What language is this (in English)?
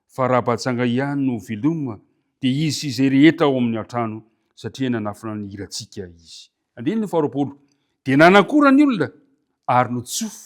Malagasy